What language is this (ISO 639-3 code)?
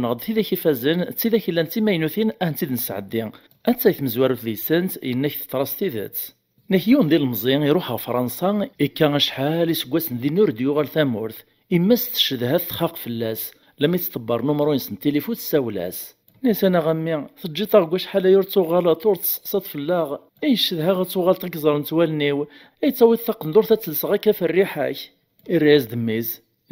kab